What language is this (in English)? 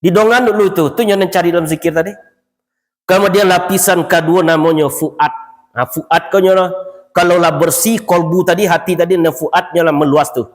Minangkabau